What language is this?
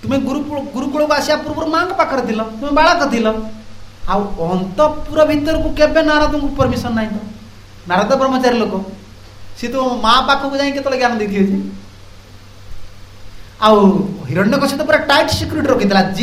Odia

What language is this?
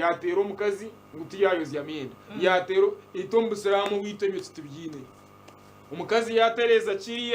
Nyankole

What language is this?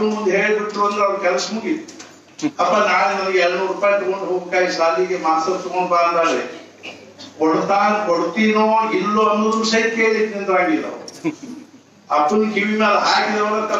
Kannada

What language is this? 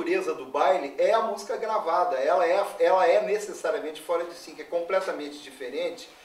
Portuguese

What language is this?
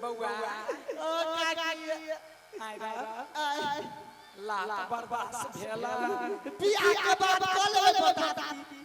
Maithili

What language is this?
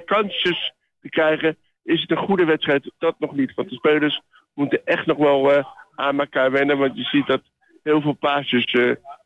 Dutch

